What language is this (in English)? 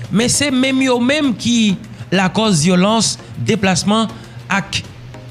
Haitian Creole